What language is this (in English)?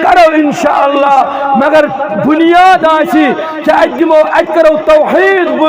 Kashmiri